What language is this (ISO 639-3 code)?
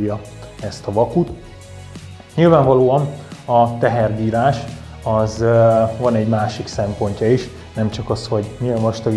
hun